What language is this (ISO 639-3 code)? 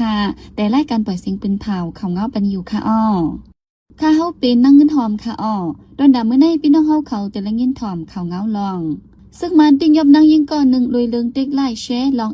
shn